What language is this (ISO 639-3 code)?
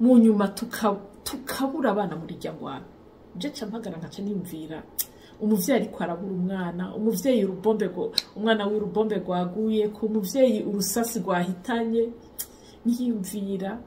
run